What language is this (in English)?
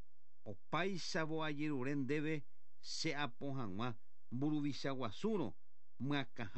Guarani